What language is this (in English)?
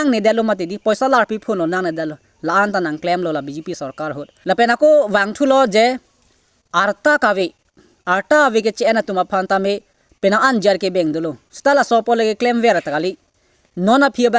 Karbi